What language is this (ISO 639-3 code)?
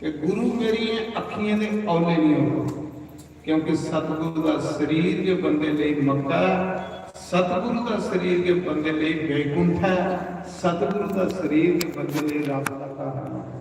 doi